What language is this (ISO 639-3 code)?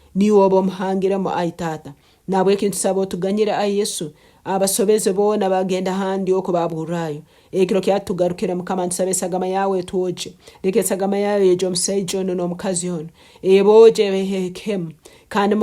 nyn